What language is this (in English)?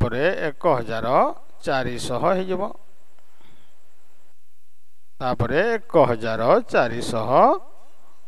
Odia